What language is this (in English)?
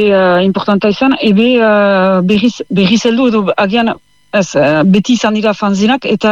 Basque